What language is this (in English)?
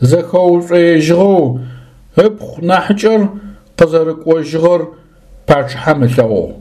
Adyghe